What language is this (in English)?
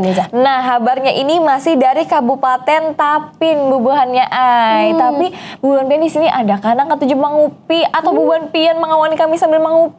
Banjar